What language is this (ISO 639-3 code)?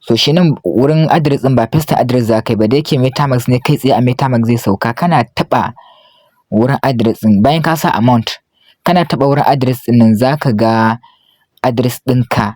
hau